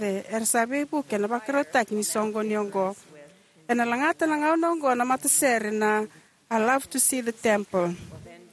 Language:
Fijian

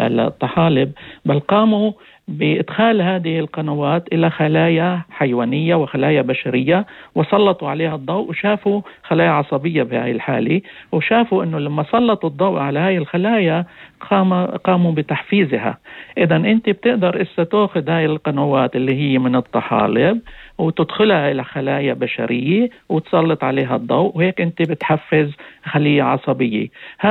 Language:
North Levantine Arabic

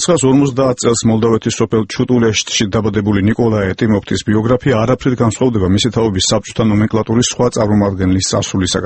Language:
Georgian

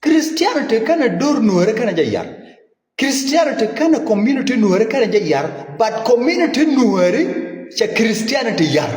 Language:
Nuer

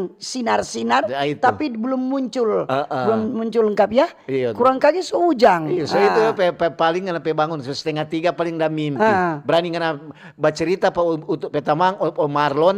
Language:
Manado Malay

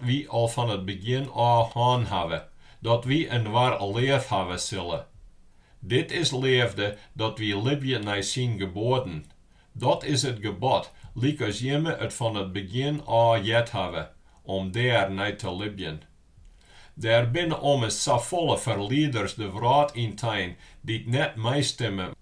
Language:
Western Frisian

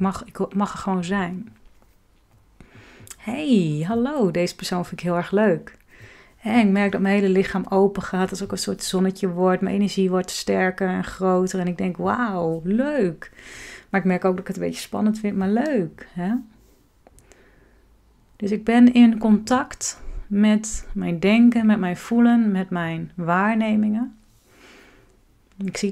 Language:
Dutch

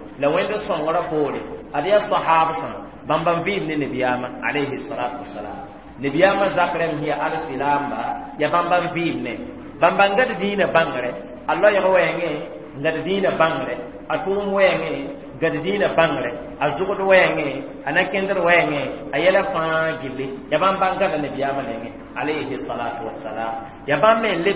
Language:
Mossi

